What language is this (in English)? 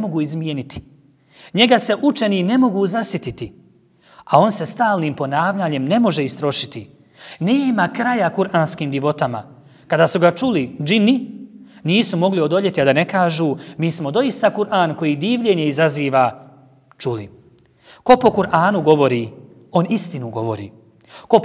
Bosnian